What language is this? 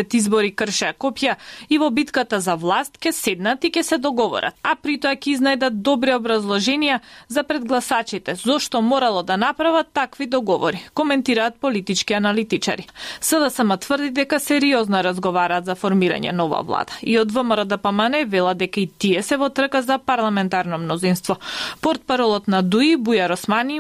Macedonian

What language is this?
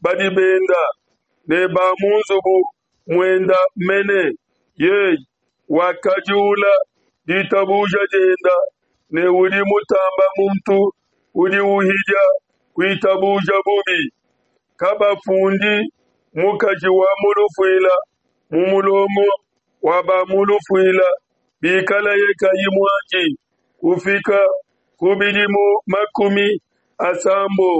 Luba-Lulua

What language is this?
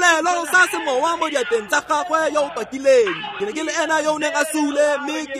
Tswana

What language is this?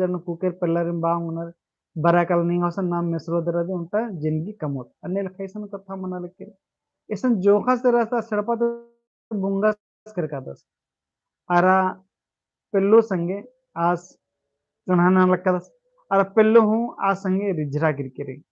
Kurukh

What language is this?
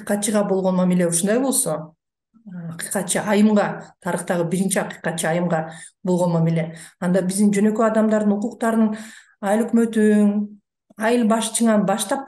Kyrgyz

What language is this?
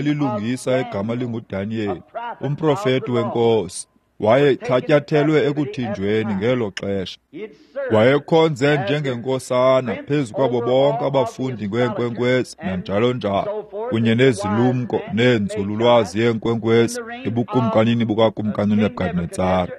Xhosa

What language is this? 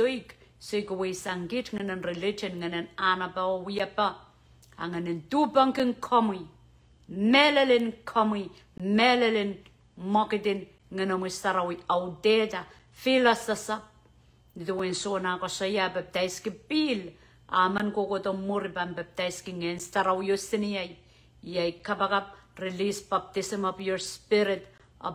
Pohnpeian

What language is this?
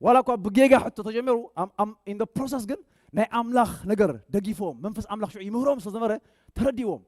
Tigrinya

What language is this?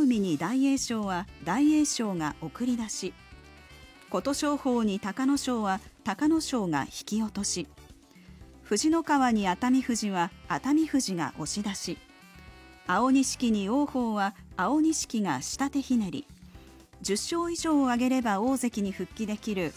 Japanese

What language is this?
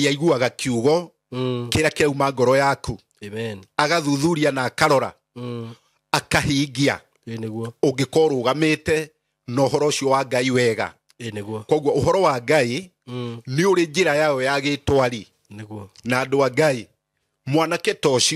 Kikuyu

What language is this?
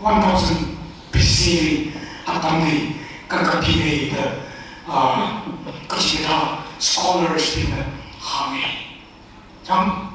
Tangkhul Naga (India)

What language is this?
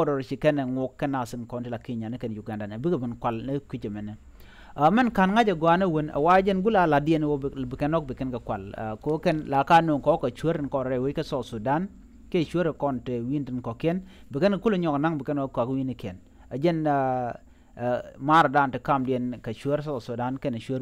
Nuer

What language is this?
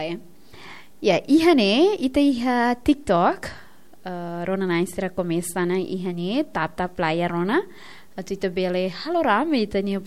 Tetum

